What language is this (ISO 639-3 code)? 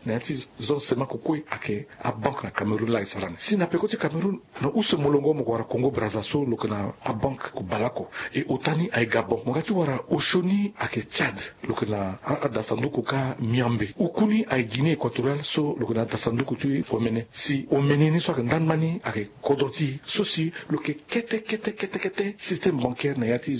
sag